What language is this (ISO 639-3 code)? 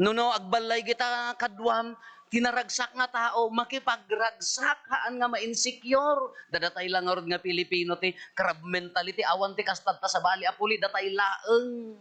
ilo